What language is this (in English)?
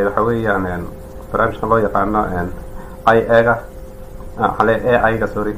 Somali